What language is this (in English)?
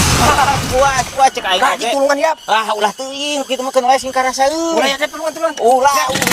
Sundanese